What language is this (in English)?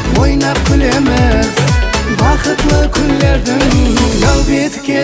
Kara-Kalpak